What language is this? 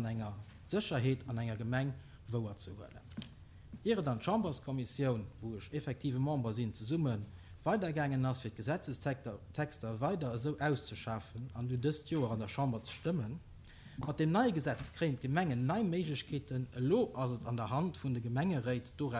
Luxembourgish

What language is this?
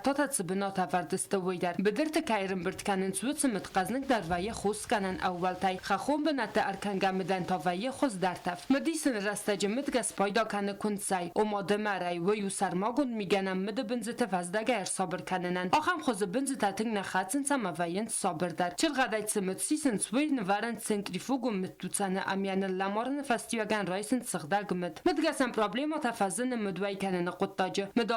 Ossetic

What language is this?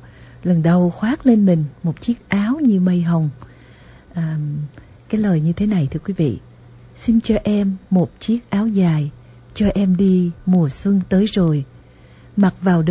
Vietnamese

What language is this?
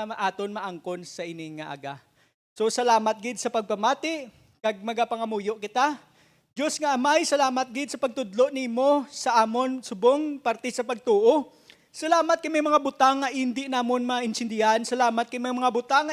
Hiligaynon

